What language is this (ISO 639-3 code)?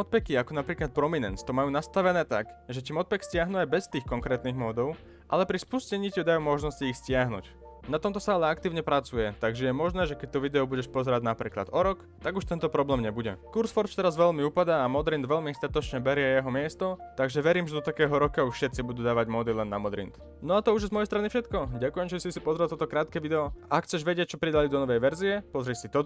slk